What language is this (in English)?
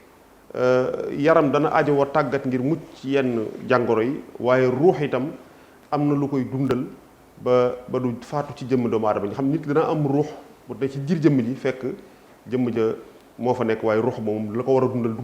Wolof